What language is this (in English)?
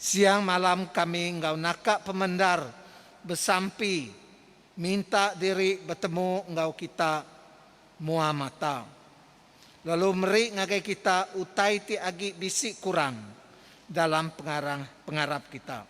Iban